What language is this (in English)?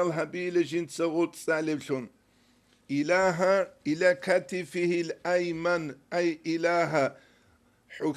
Avaric